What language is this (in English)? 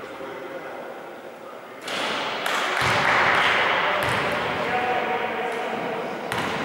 Greek